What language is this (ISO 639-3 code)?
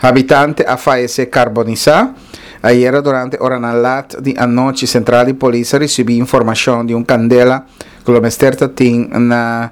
pap